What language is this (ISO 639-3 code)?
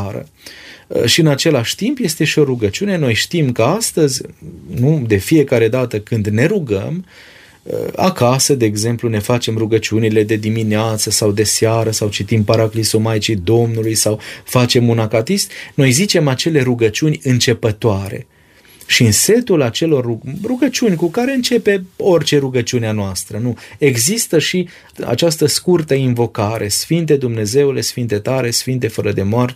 ron